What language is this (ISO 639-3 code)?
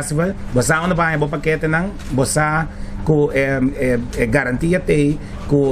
pap